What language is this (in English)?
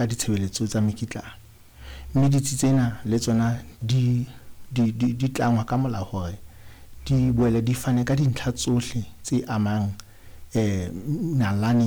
Southern Sotho